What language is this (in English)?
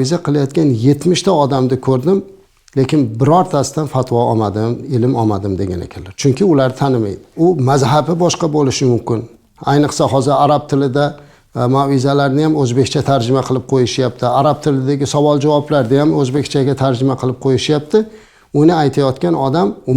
Uzbek